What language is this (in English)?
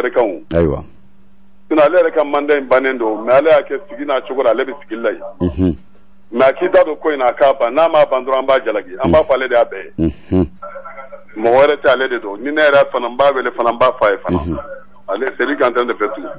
Bambara